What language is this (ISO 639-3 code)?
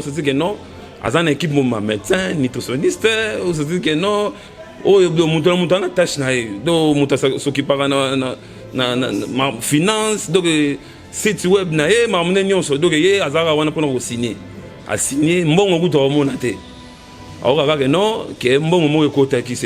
lin